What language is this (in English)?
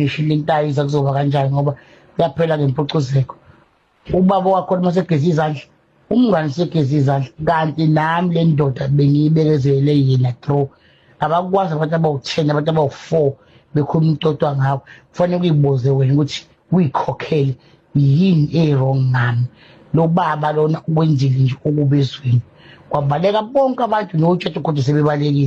Zulu